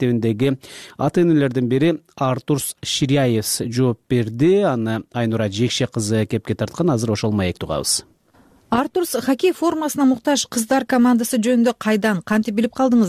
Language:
Kyrgyz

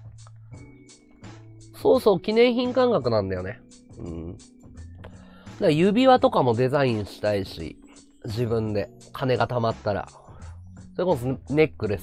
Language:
Japanese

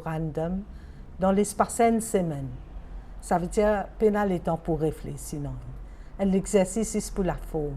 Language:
Morisyen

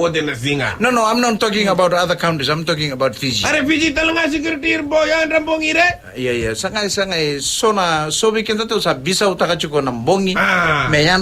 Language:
Fijian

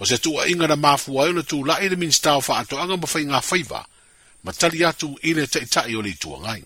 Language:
Samoan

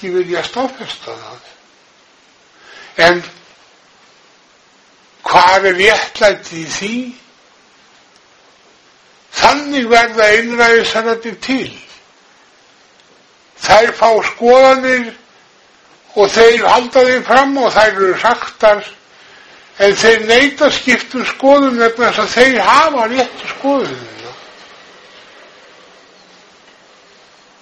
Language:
Icelandic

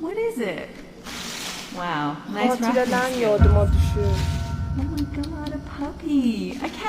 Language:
South Azerbaijani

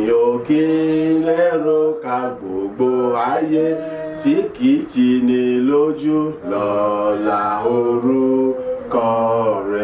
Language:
Yoruba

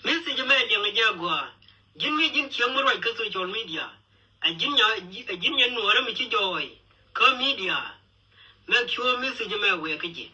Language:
Nuer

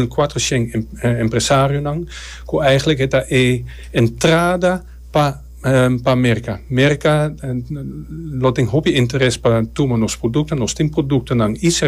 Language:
Papiamento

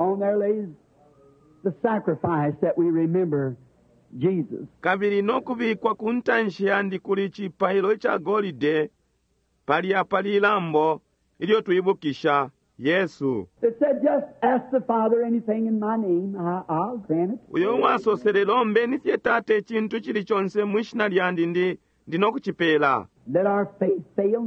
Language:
Bemba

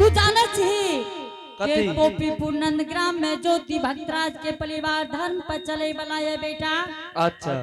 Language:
Angika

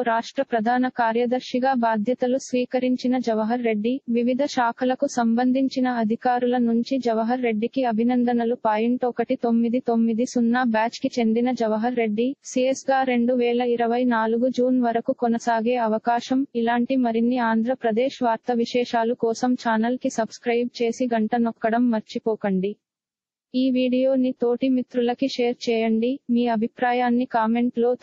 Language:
Telugu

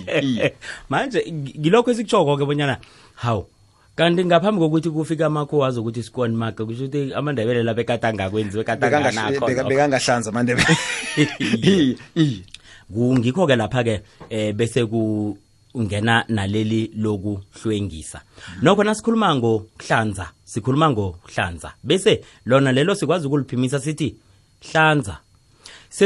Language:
South Ndebele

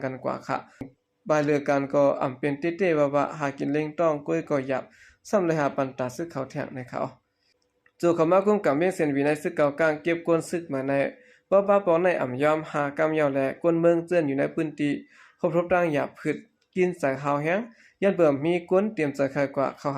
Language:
Shan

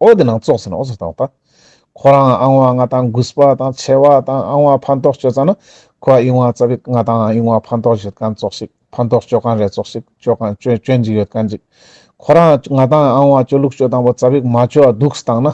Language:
Ladakhi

